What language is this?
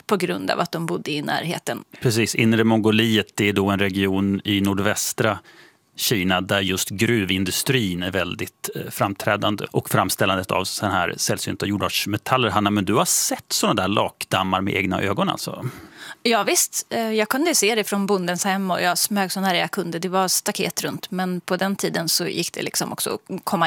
Swedish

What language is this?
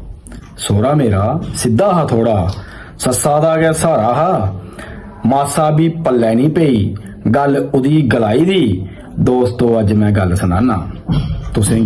Dogri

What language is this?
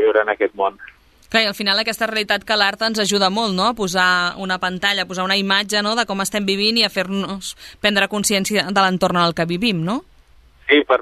Catalan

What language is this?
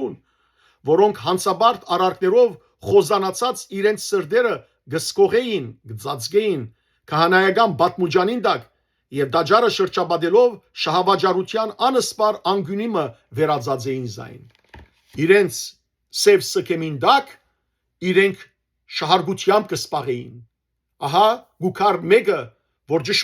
Western Armenian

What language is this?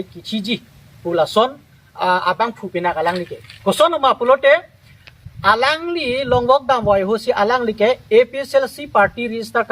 Karbi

